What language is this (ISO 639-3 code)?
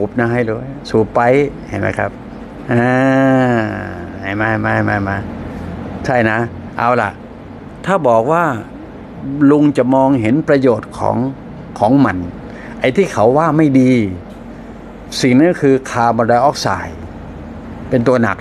tha